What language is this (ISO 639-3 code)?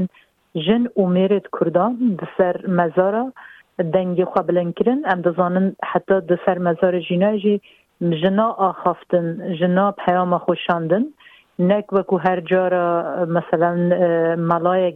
kur